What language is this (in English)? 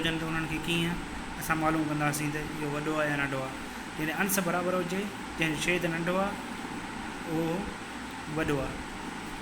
Sindhi